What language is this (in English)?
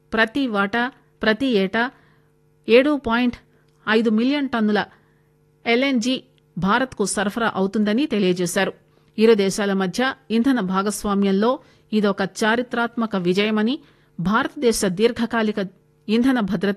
Telugu